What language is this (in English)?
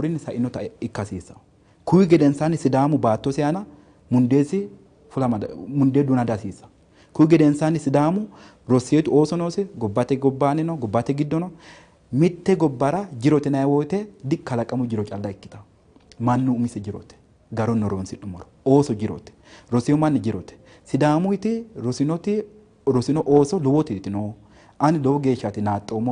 Sidamo